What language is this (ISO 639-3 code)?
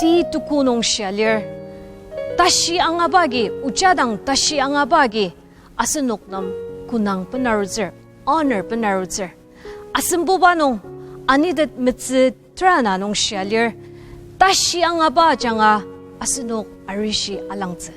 njo